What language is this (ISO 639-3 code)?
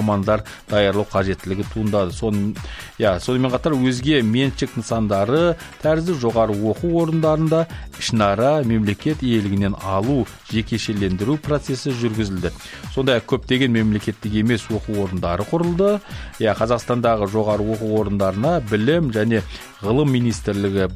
kaz